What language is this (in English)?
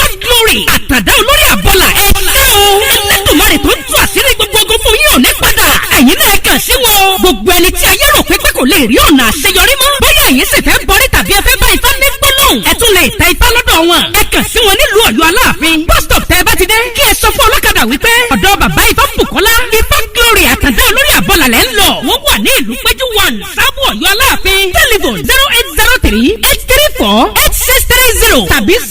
Yoruba